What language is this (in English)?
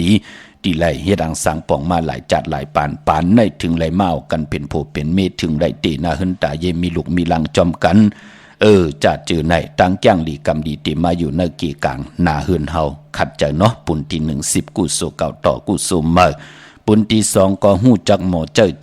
Shan